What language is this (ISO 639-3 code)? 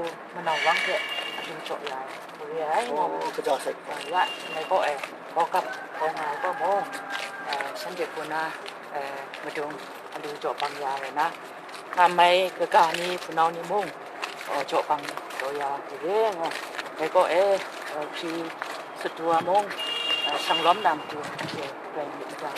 kac